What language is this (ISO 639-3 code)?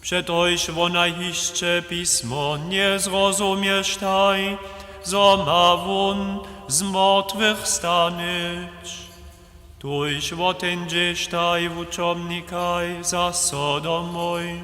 hsb